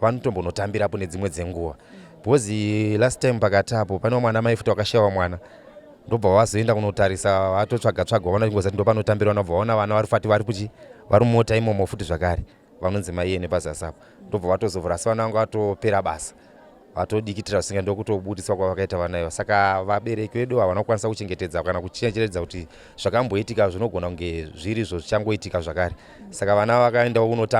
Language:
Shona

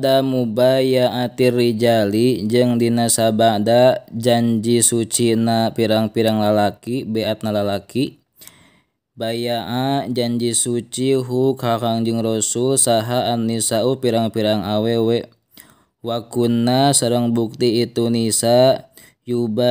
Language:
Sundanese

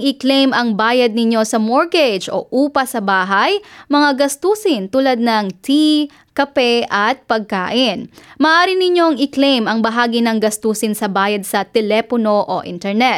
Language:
Filipino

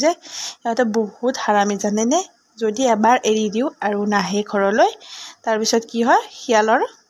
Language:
Assamese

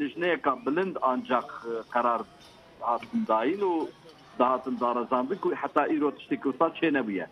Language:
Kurdish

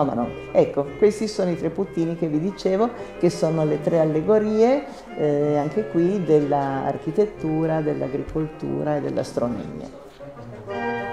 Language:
Italian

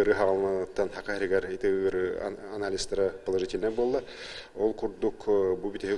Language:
Yakut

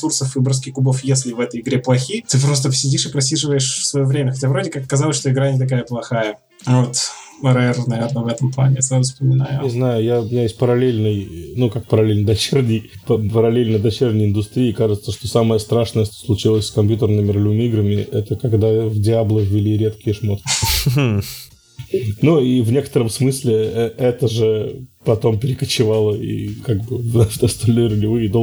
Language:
Russian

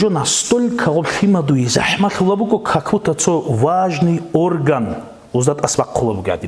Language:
Avaric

